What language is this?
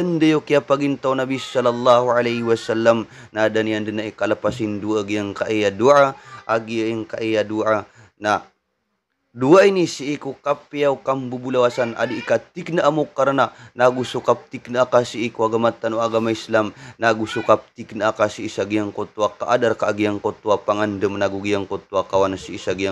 Maranao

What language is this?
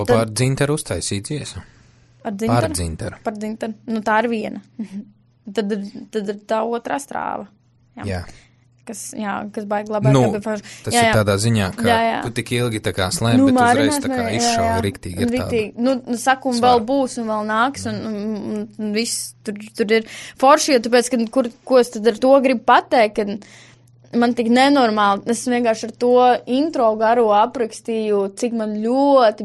Latvian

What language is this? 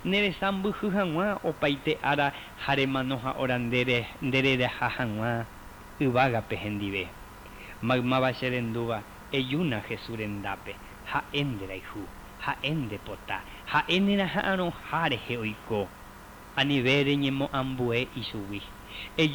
Guarani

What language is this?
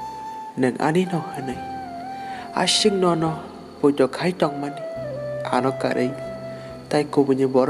Kok Borok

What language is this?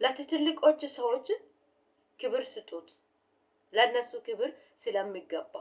Amharic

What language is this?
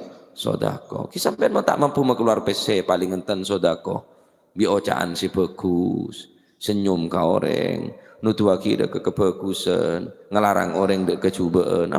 Madurese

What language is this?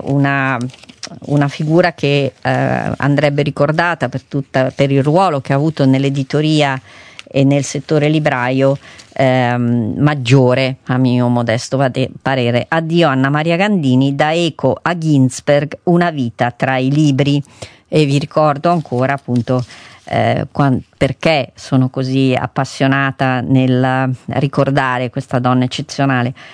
Italian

